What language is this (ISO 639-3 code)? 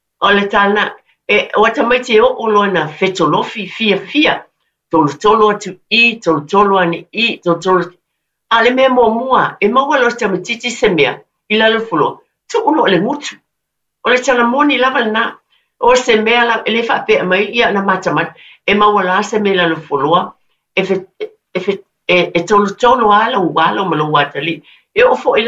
smo